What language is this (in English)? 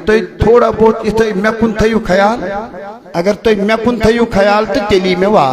Kashmiri